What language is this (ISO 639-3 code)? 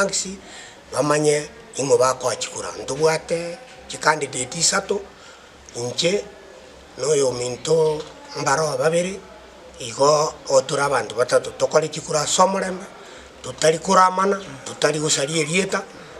guz